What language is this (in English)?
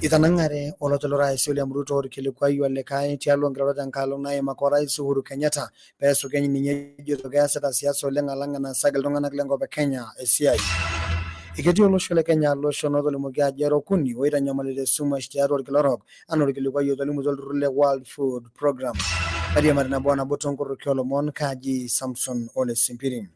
Masai